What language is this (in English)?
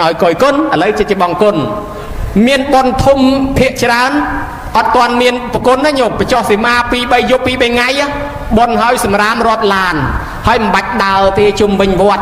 Khmer